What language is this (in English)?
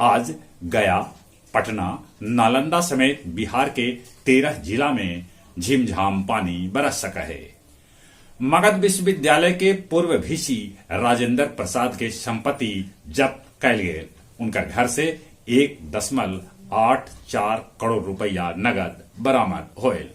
Magahi